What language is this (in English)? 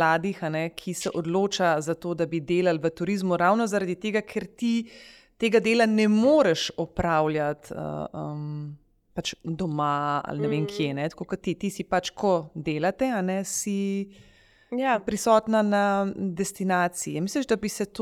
Slovenian